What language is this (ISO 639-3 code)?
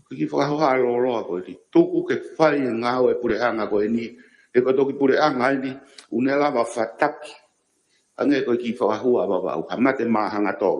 ton